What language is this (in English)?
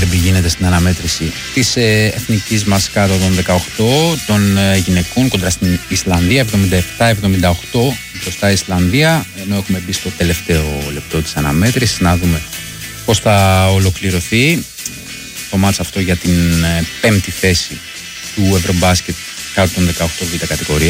Greek